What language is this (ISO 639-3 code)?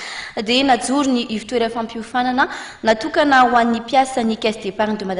mlg